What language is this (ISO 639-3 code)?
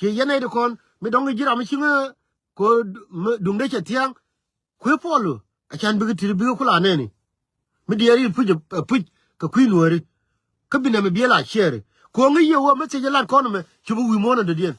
nus